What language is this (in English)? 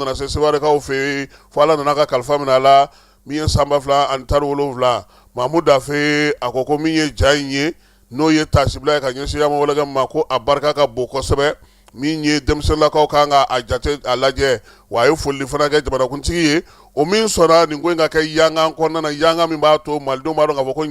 Bambara